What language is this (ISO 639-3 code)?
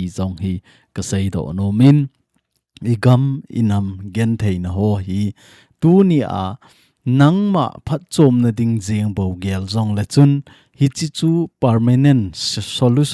tcz